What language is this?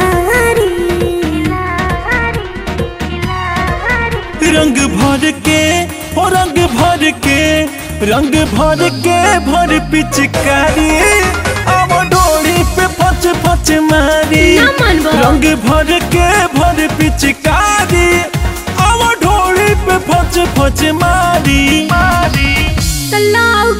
Bhojpuri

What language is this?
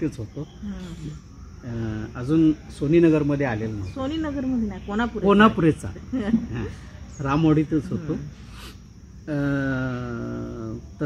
Marathi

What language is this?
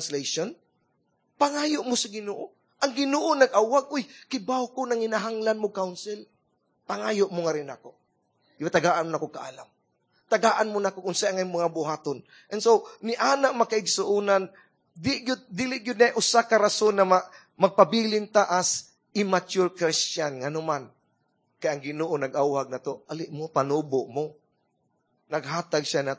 Cebuano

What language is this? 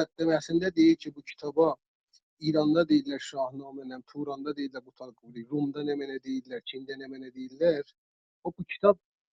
South Azerbaijani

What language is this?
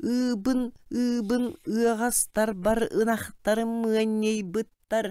Yakut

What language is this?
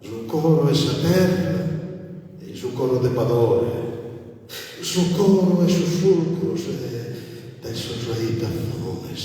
Sardinian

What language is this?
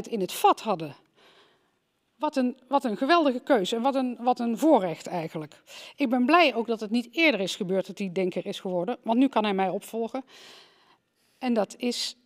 Dutch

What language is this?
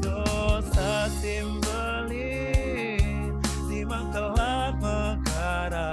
Batak Karo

